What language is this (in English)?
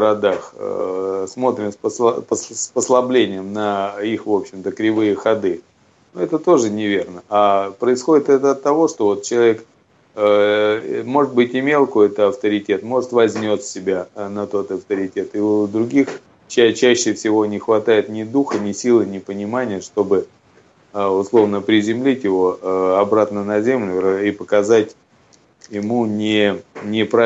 Russian